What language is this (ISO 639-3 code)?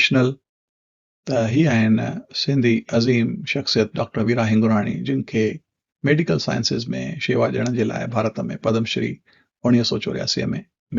snd